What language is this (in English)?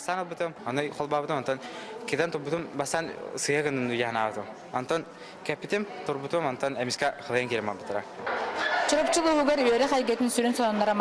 Yakut